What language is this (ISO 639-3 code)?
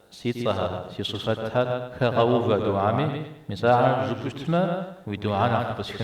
kbd